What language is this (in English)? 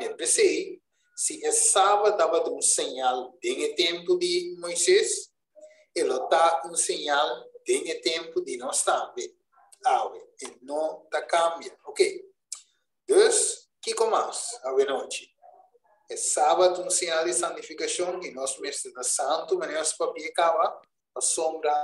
Papiamento